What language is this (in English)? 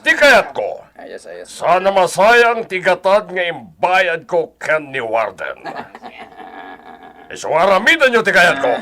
Iloko